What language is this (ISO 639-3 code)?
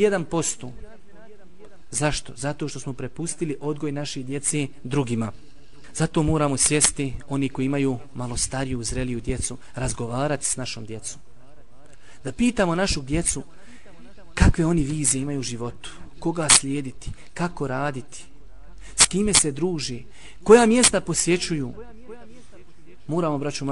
bos